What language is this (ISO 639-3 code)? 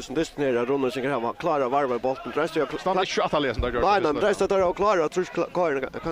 fao